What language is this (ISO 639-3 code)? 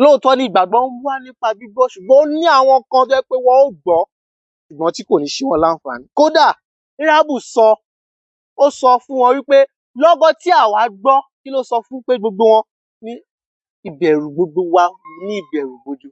yor